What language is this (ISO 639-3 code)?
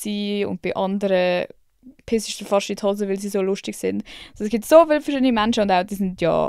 gsw